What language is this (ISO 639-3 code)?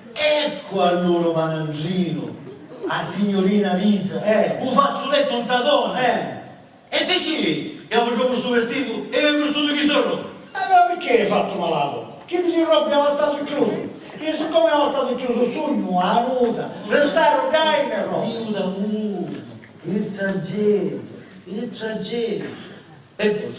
scn